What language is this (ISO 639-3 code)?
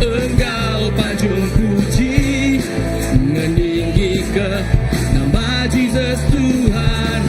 iba